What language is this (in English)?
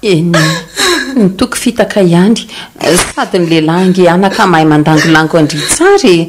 Malagasy